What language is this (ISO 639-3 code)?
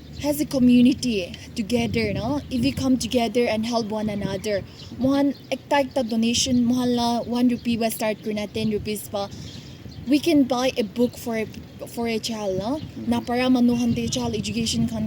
nag